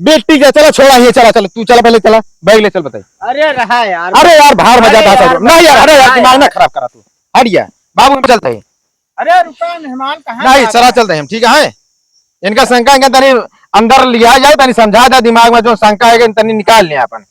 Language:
Awadhi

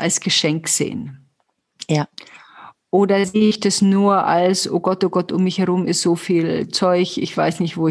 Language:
German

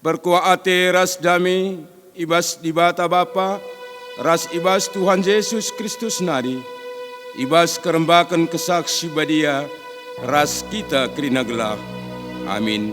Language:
Batak Karo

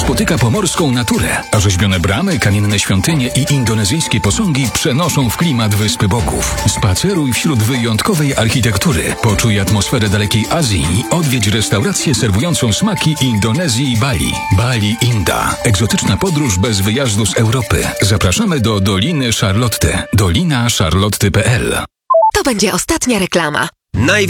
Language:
Polish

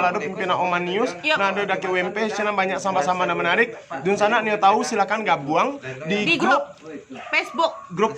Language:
Minangkabau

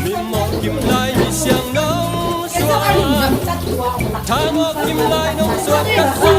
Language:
Tedim Chin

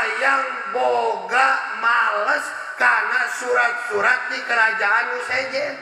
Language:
Sundanese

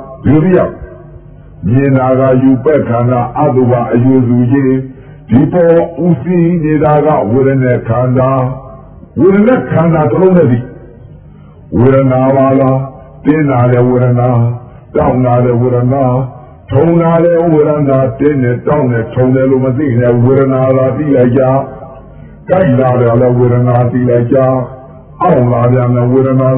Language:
Burmese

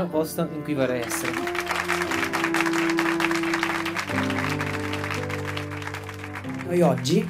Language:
Italian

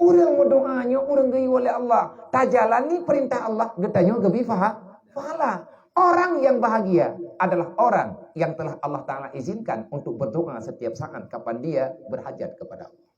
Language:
Achinese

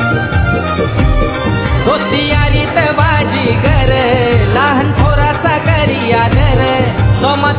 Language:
Marathi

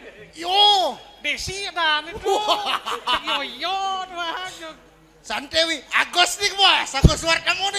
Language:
Balinese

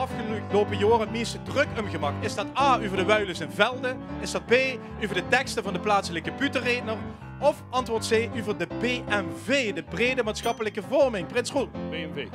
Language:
Limburgish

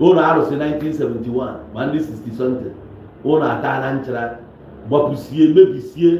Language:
Igbo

